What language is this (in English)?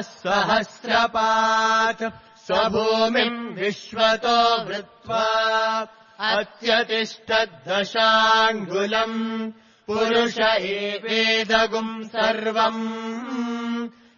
Sanskrit